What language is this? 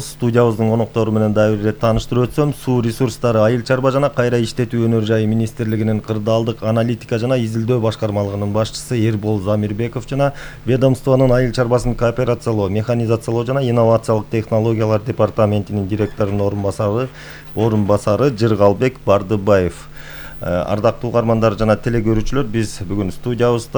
Kyrgyz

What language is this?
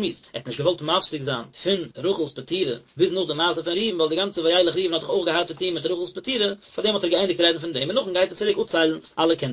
Yiddish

